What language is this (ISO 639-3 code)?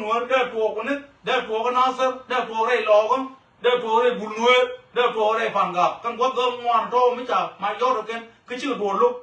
nus